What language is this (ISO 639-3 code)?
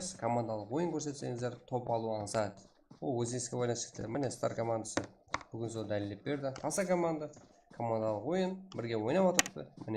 kaa